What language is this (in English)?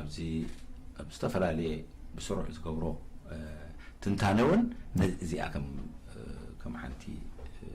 Tigrinya